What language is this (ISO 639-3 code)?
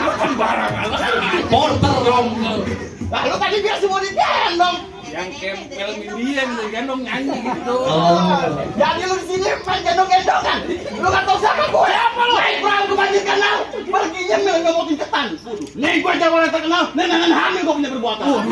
bew